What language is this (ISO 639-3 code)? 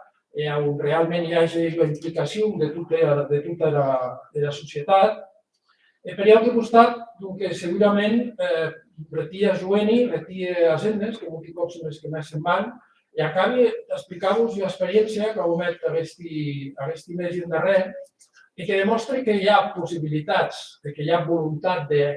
oci